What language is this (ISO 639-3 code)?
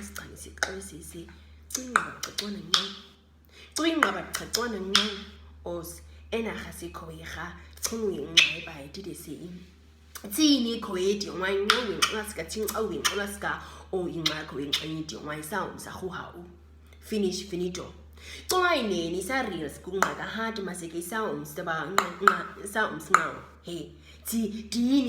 naq